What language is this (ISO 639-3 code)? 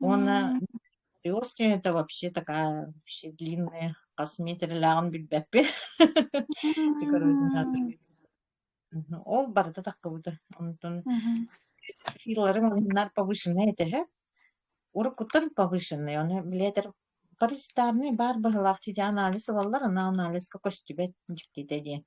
sah